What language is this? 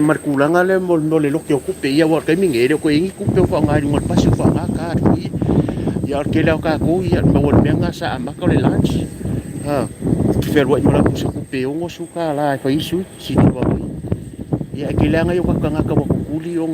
Samoan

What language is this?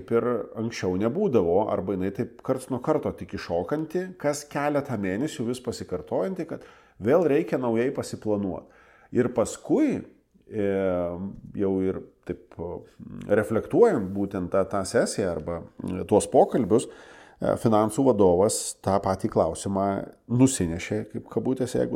Lithuanian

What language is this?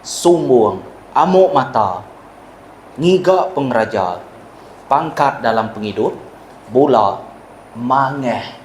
Iban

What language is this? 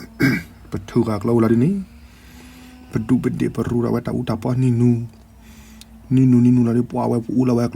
S'gaw Karen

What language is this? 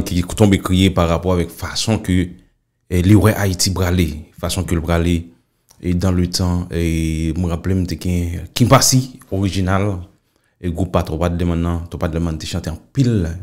Haitian Creole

